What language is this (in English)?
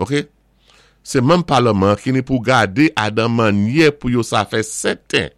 Saint Lucian Creole French